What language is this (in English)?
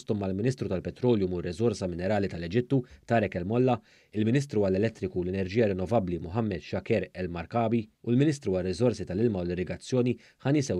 Maltese